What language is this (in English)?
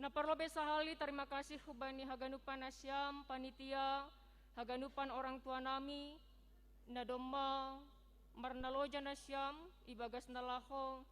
Batak Simalungun